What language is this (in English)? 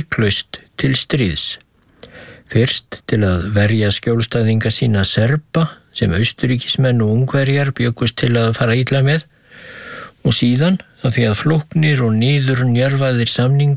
Icelandic